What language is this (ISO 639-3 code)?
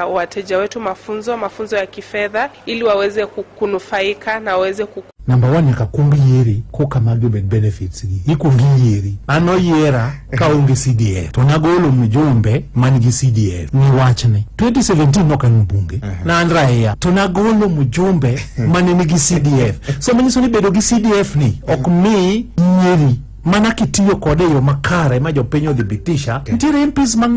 luo